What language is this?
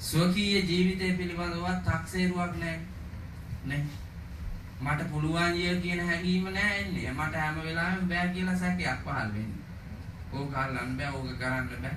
Sinhala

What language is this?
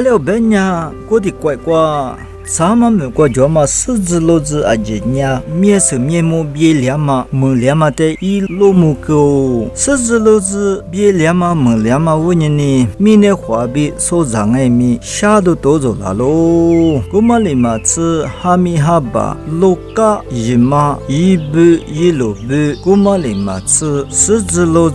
Lisu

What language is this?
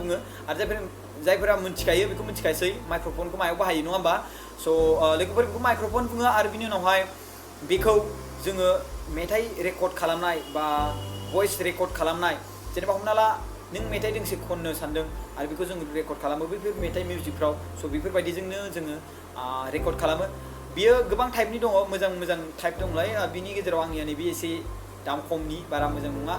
Bodo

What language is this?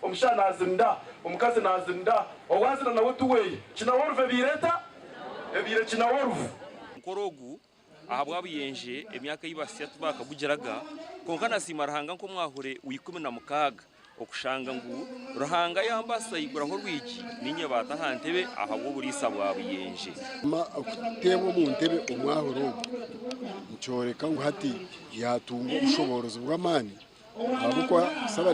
Nyankole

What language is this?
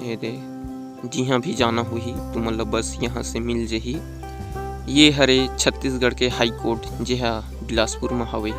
Chhattisgarhi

